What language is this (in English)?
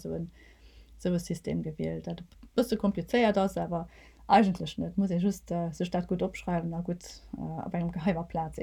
Luxembourgish